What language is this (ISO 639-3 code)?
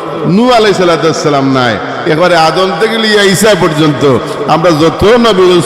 syl